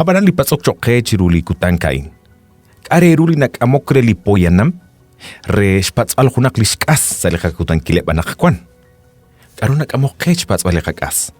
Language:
Kekchí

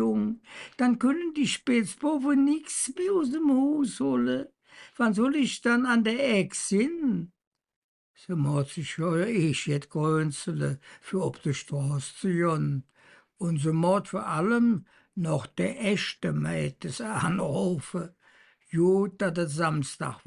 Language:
Colognian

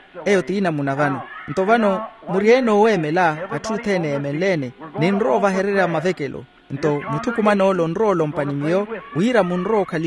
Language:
Makhuwa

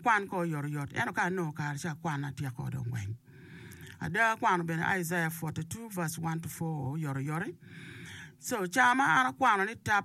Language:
Acoli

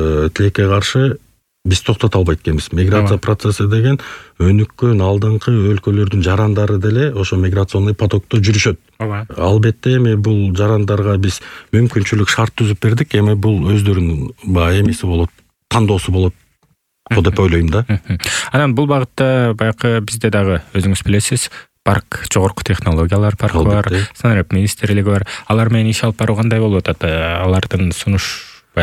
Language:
Kyrgyz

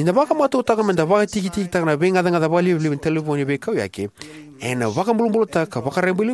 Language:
Fijian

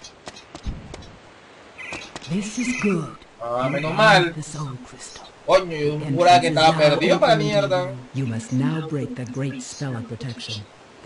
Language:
Spanish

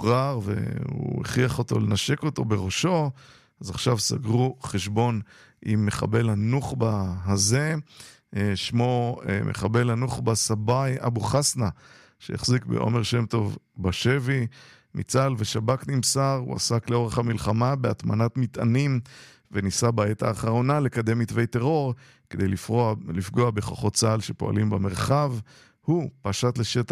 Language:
Hebrew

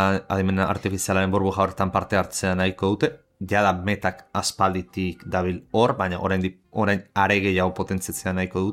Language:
Basque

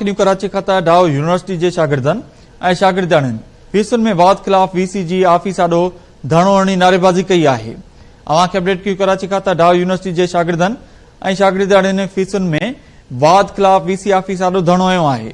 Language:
Sindhi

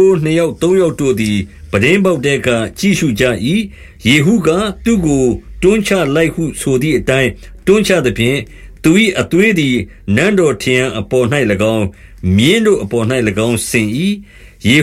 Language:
Burmese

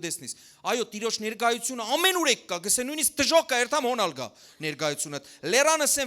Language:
Western Armenian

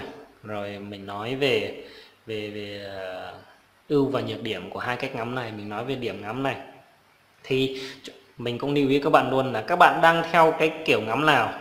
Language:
Vietnamese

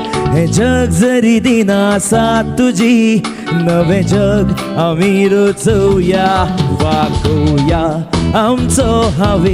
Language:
Konkani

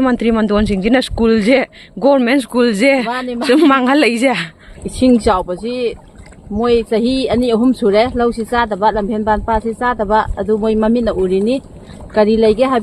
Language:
Manipuri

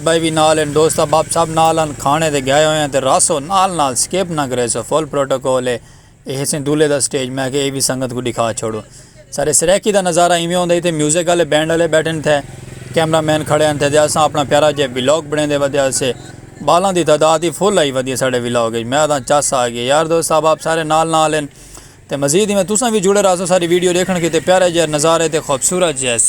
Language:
Saraiki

